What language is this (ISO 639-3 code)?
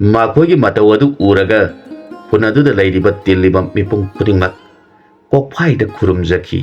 mni